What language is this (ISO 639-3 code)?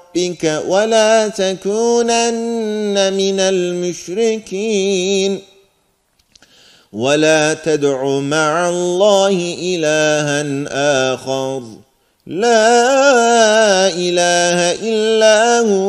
ara